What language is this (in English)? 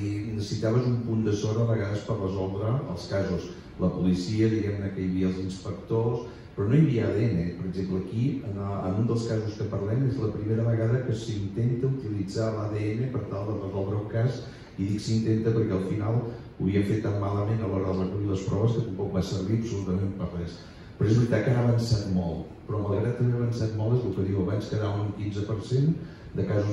Catalan